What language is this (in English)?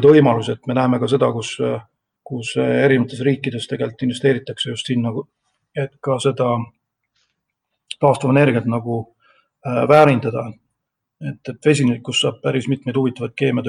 Estonian